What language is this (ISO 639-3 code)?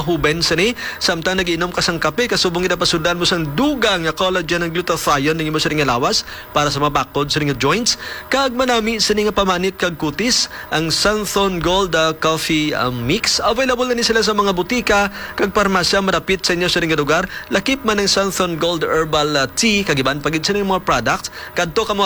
hil